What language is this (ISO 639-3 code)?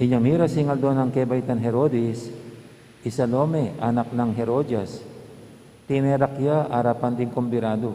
pam